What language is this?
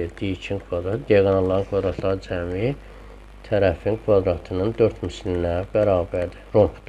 Azerbaijani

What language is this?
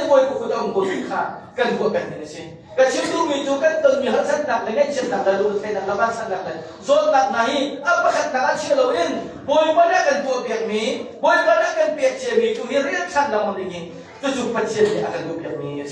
Hakha Chin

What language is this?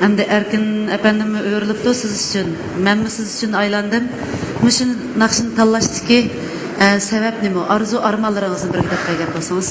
Uyghur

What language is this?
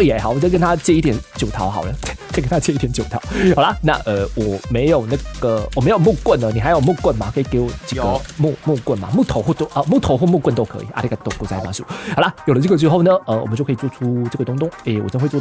Chinese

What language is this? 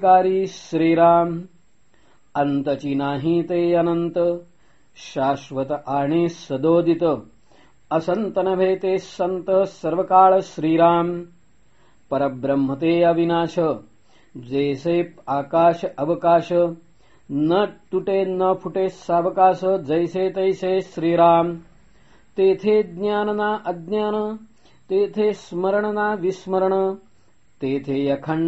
Marathi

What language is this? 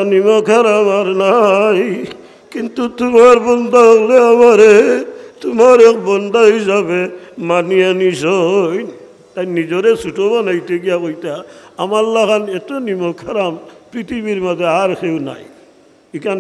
Sylheti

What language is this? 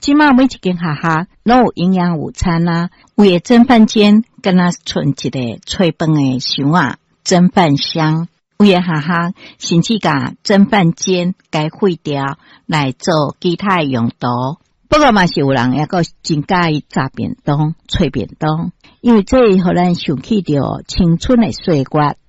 Min Nan Chinese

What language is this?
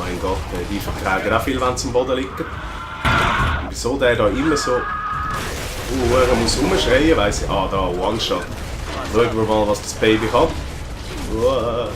Swiss German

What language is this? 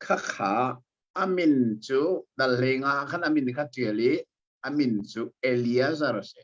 Hakha Chin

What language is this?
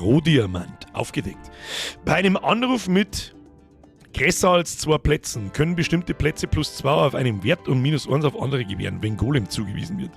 Bavarian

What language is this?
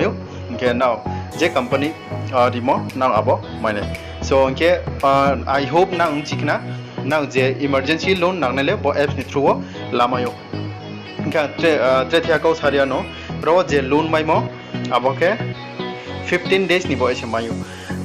Riang (India)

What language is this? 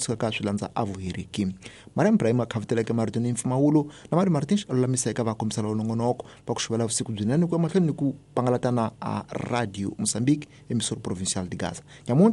Tsonga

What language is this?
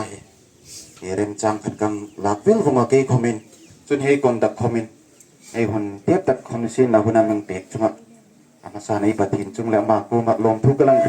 Hmar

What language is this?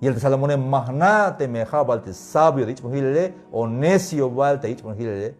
Tzeltal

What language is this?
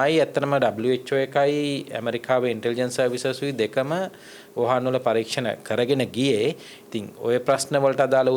Sinhala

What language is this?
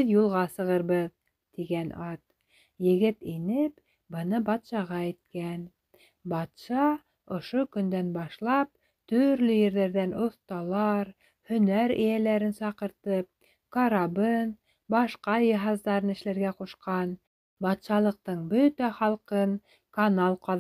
Bashkir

